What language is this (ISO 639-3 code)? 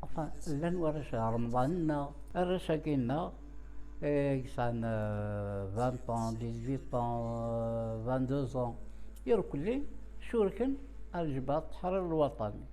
kab